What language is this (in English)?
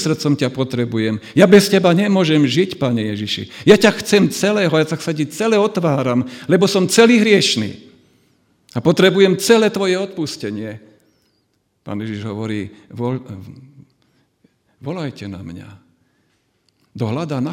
Slovak